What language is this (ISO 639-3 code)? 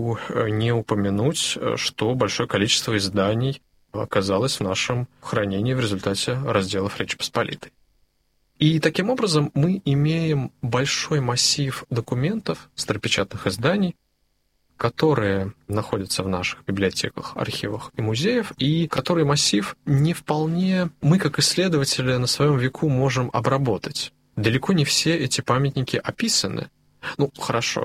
rus